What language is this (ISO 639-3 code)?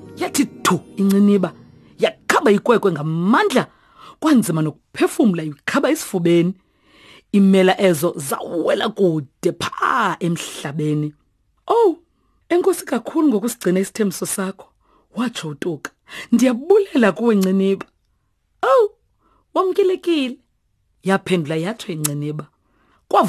xho